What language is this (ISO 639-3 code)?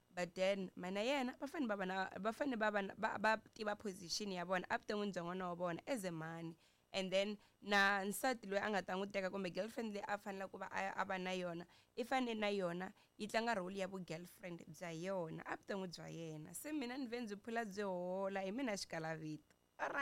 tso